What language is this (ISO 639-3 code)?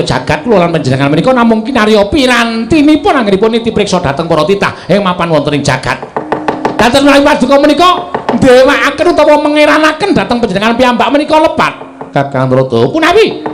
jav